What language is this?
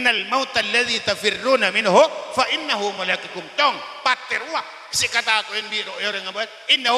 Madurese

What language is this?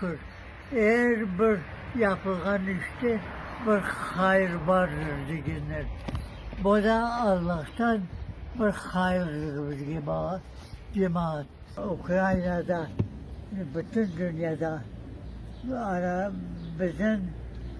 Crimean Tatar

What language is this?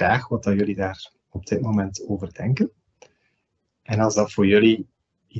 Dutch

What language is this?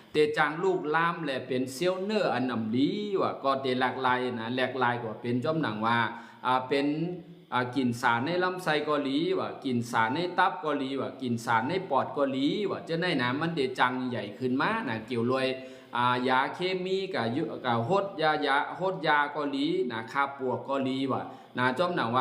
Shan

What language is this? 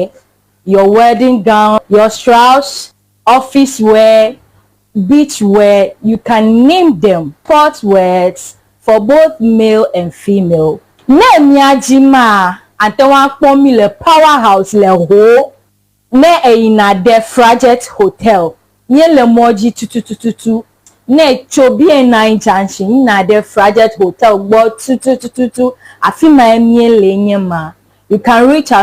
Ewe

